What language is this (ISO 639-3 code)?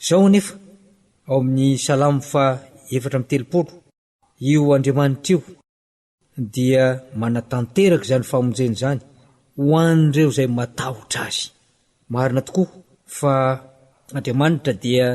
mlg